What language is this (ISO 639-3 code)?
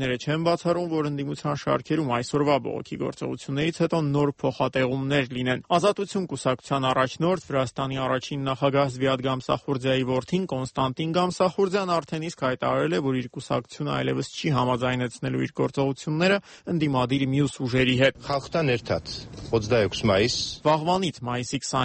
hye